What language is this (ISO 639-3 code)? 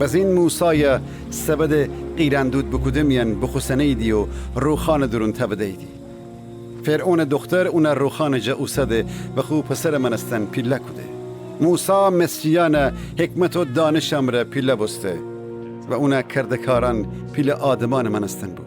glk